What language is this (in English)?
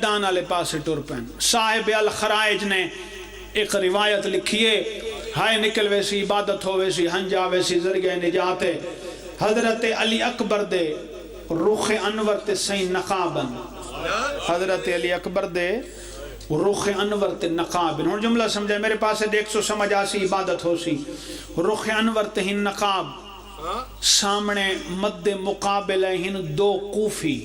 Pahari-Potwari